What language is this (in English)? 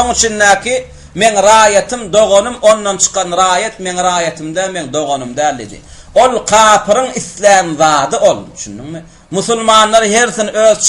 Turkmen